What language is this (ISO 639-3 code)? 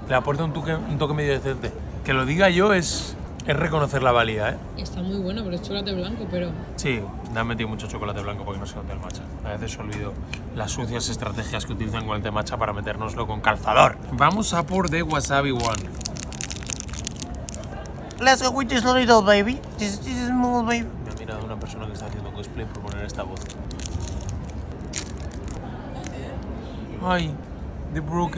spa